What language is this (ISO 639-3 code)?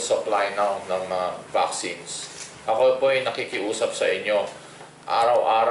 fil